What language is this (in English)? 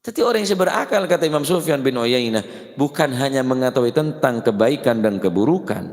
Madurese